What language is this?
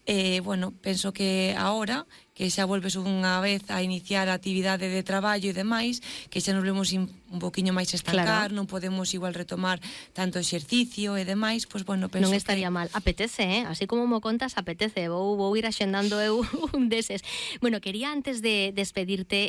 Galician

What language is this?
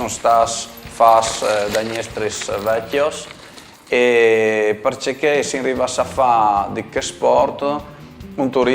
Friulian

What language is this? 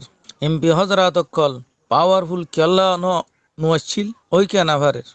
Rohingya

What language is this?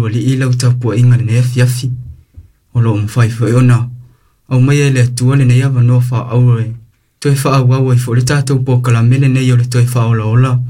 Samoan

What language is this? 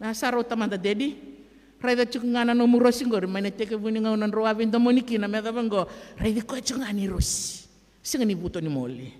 Fijian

